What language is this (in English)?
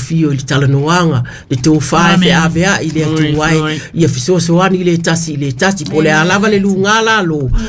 Samoan